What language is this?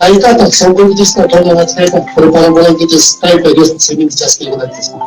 Ayacucho Quechua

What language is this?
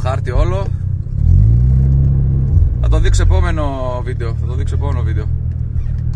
Greek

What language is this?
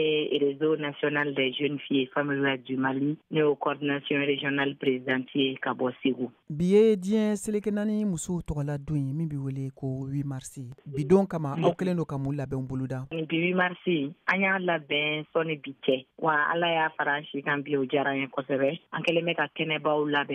Bambara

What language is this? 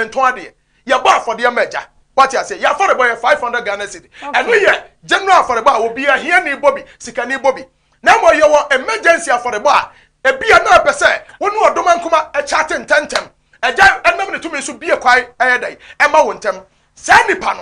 Akan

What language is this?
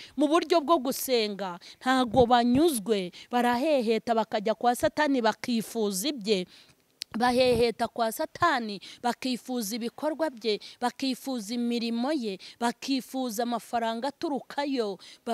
Kinyarwanda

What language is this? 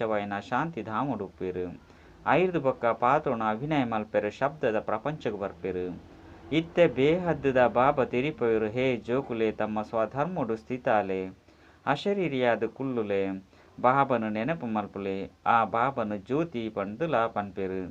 Tulu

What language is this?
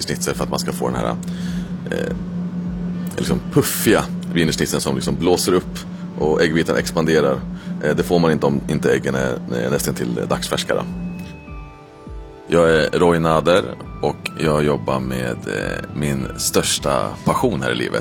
Swedish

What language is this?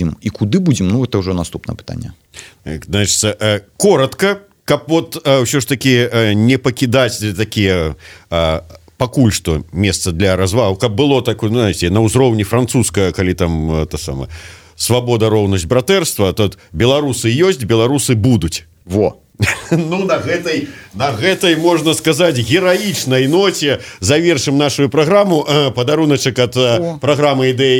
Belarusian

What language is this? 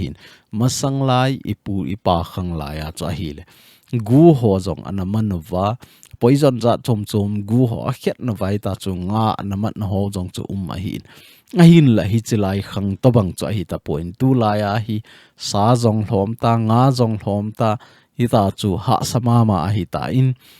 Thado Chin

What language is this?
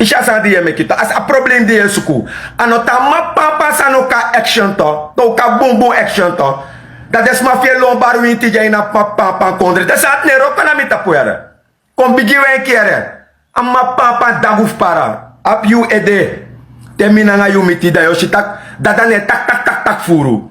Sranan Tongo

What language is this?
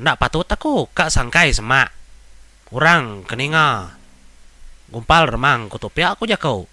Iban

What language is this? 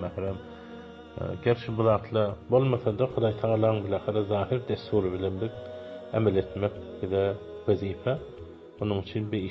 Turkmen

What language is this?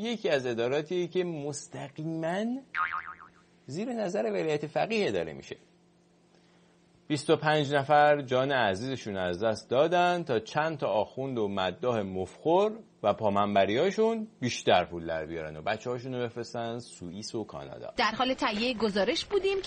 Persian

